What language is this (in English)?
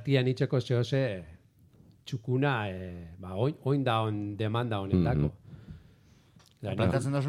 Basque